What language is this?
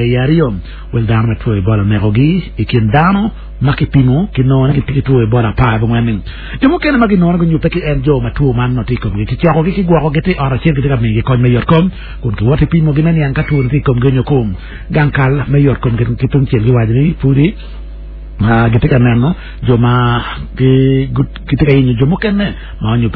Acoli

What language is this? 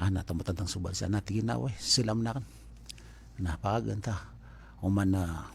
Maranao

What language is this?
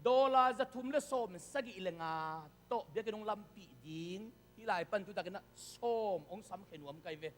Tedim Chin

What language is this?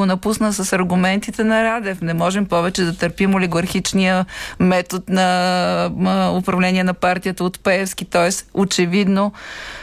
Bulgarian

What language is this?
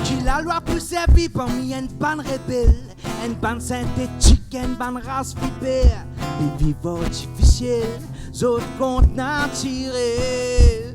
Morisyen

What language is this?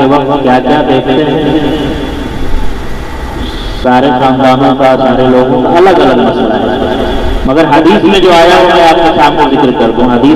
Urdu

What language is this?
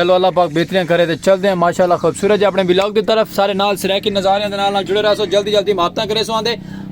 Saraiki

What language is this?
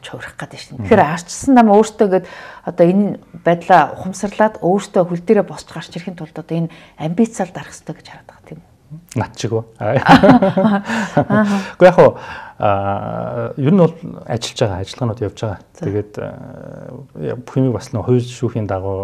Mongolian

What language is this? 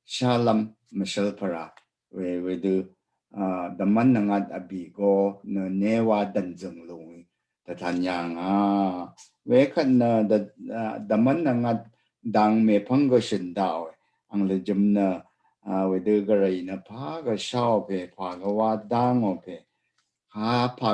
Rawang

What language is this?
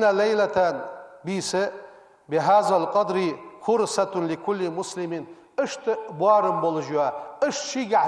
Ingush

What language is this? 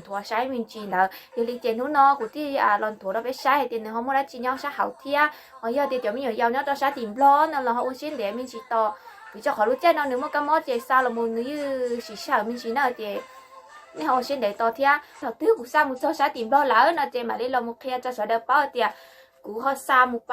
Hmong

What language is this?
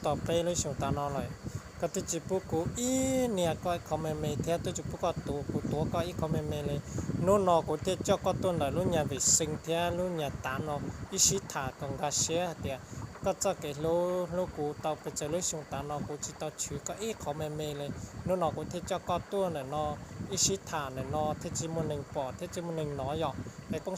Hmong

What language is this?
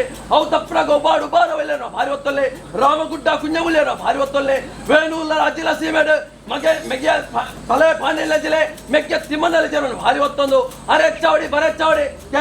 Tulu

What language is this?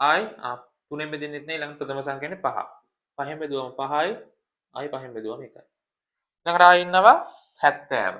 Sinhala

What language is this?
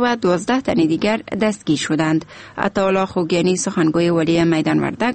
Persian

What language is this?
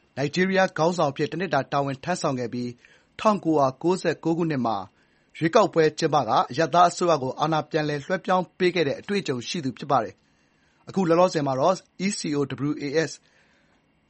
Burmese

